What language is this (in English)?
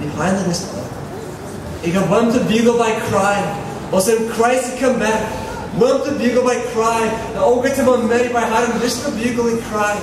Tok Pisin